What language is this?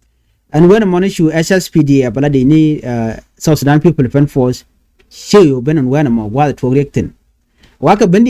Nuer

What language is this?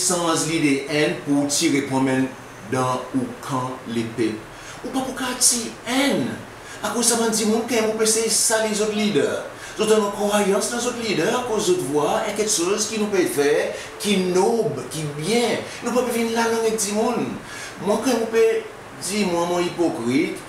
Seselwa Creole French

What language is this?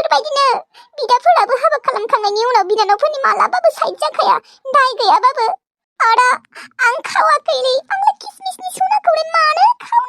Bodo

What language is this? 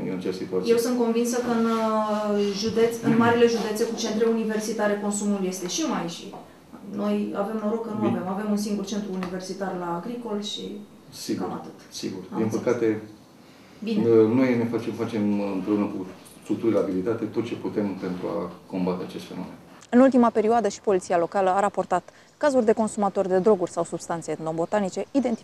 Romanian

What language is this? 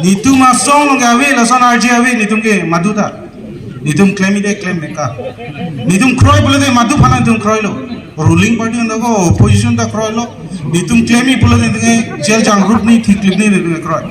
Karbi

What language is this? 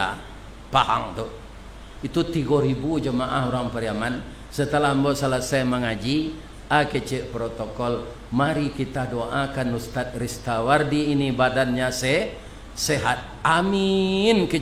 Minangkabau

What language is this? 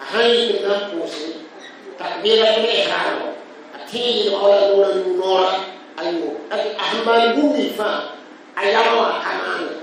Mossi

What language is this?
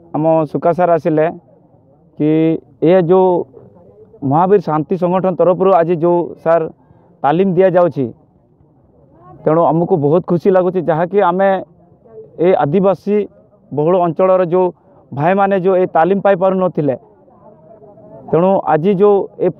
Odia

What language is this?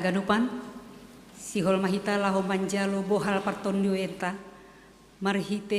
Batak Simalungun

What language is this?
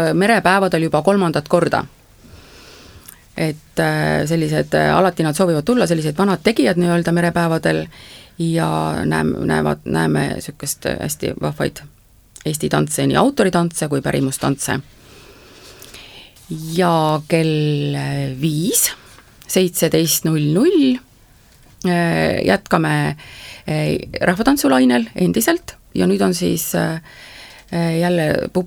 Estonian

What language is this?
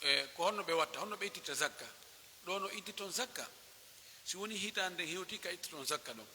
Pular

